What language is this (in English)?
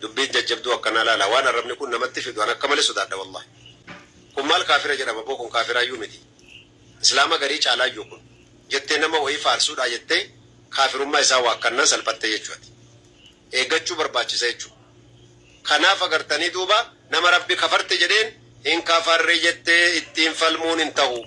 Oromo